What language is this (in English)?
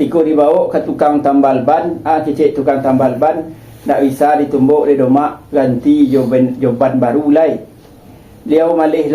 Minangkabau